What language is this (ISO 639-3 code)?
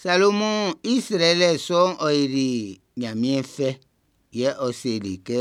bci